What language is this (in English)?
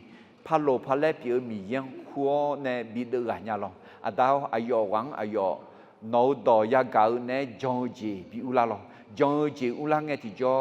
Akha